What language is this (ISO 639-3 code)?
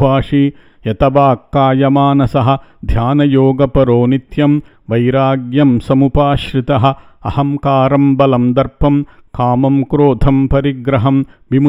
san